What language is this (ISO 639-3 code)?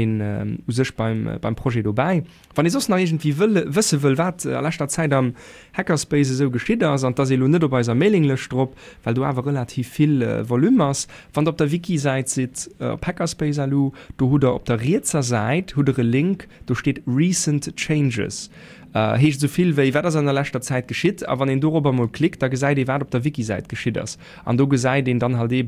ltz